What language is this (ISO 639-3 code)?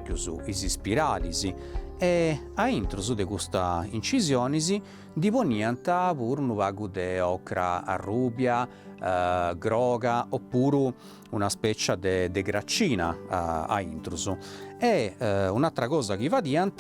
srd